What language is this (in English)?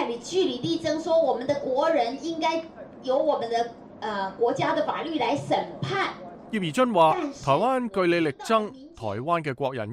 Cantonese